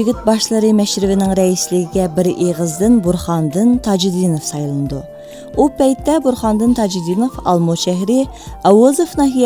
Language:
Uyghur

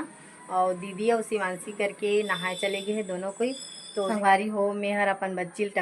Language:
Chhattisgarhi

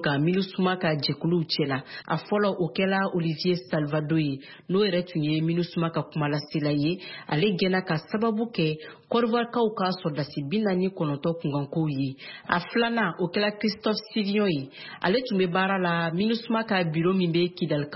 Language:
Bambara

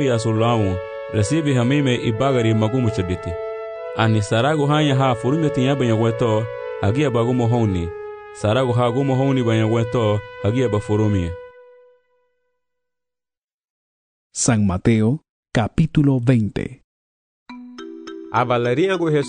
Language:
Garifuna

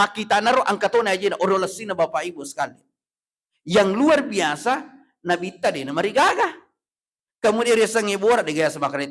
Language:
Buginese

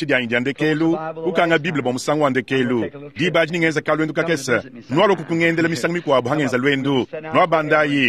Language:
Luba-Lulua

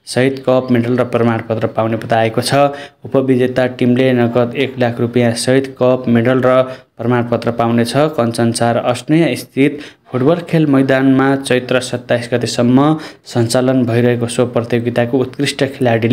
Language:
Nepali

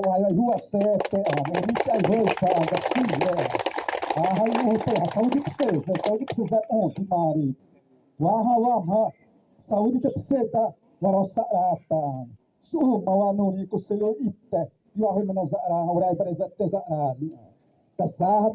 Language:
Xavánte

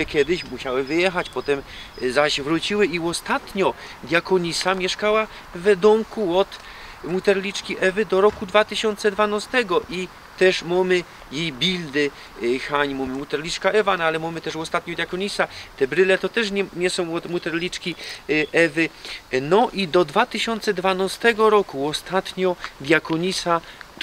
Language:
Silesian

